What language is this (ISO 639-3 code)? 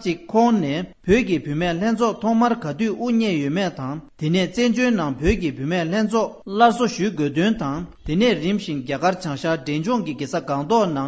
bod